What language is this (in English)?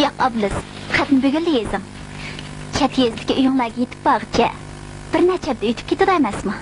Uyghur